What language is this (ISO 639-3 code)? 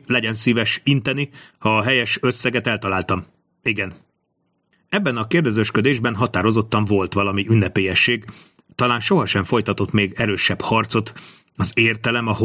hun